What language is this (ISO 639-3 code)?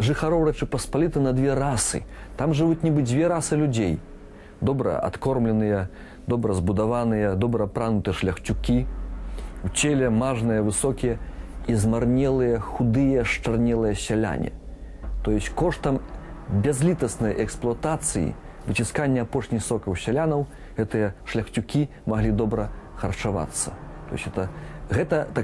bel